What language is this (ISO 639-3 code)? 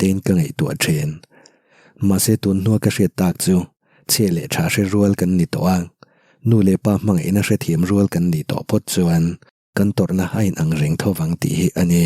lus